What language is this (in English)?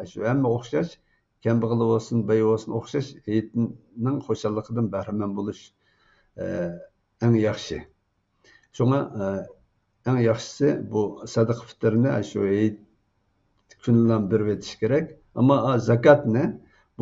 Uyghur